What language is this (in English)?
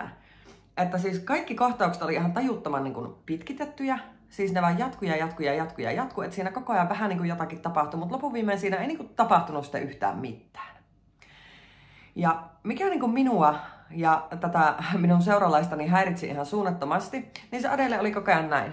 Finnish